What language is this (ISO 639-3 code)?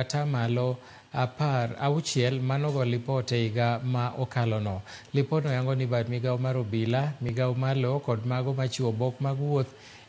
luo